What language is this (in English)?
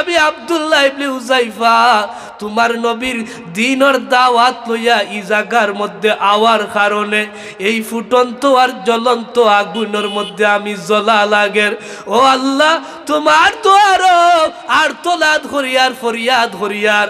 Sylheti